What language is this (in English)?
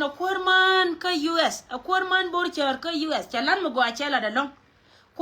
Nuer